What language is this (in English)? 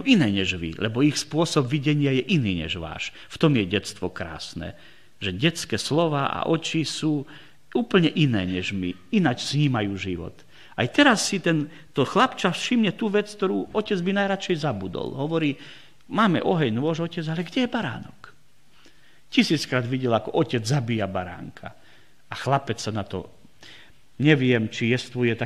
Slovak